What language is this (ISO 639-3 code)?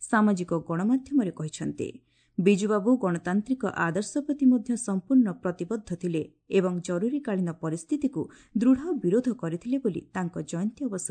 ori